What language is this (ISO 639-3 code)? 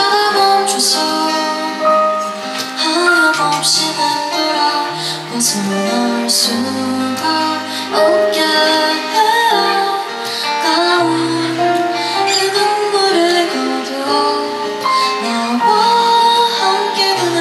kor